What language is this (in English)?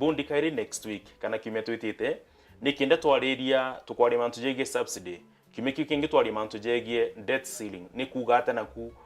Meru